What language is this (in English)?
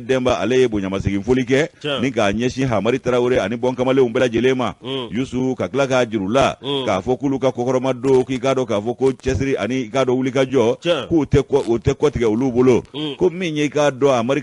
Bambara